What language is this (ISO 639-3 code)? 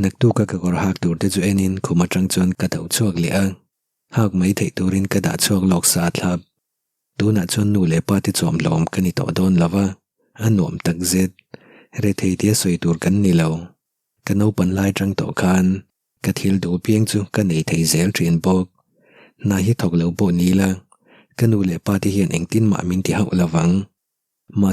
lus